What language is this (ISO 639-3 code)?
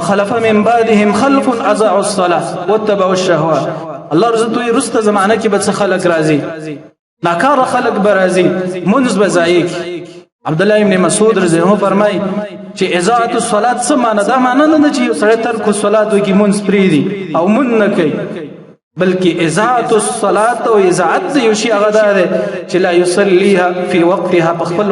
pus